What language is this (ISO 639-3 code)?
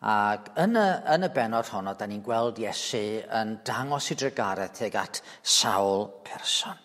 cym